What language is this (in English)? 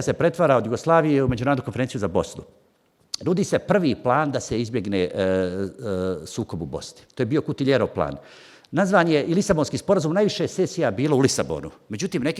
Bosnian